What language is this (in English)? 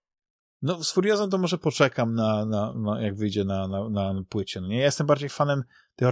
Polish